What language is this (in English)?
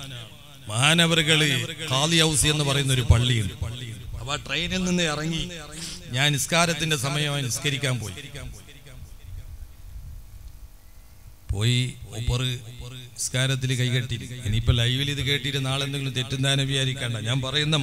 Malayalam